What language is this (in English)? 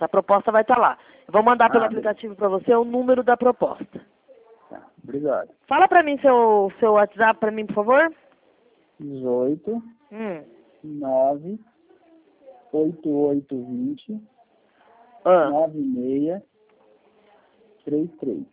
Portuguese